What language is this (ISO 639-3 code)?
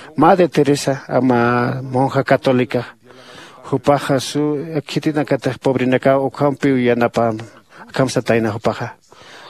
aym